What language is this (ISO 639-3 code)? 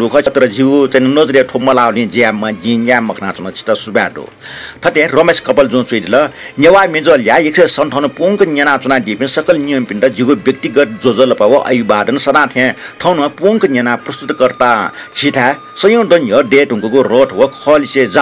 new